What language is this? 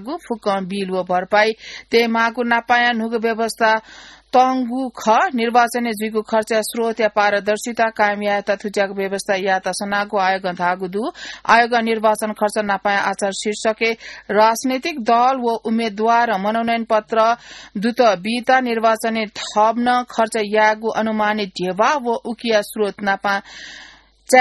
Newari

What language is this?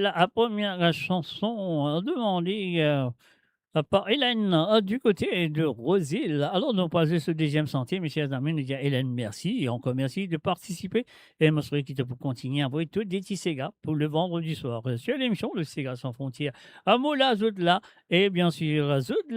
Morisyen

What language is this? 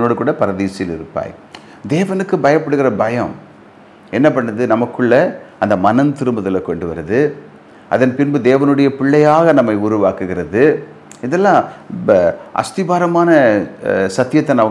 Tamil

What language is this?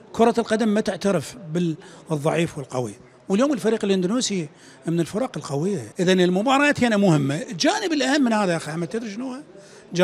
Mesopotamian Arabic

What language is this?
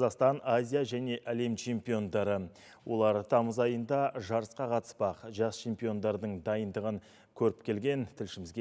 Kazakh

